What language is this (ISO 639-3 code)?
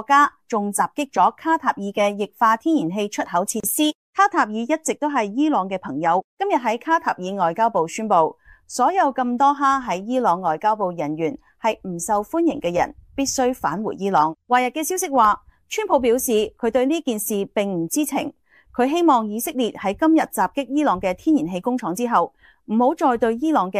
yue